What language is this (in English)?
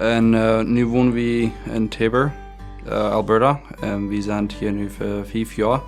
Plautdietsch